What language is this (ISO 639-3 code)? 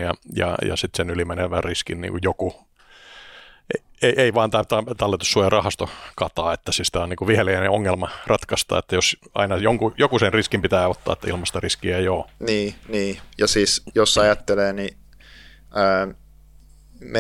fin